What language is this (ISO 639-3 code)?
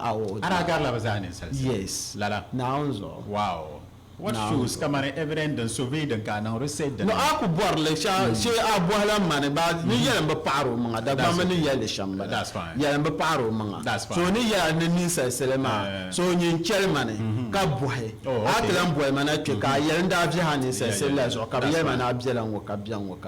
dag